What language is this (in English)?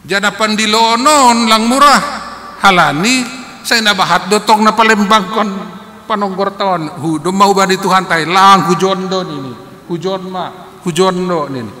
Batak Simalungun